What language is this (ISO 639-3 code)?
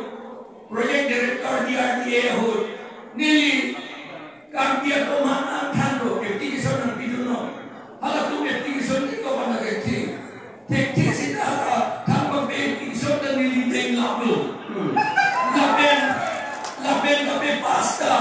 mjw